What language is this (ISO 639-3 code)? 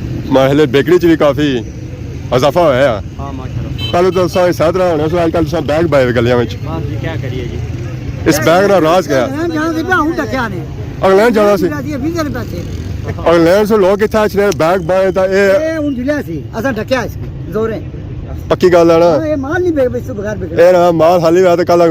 phr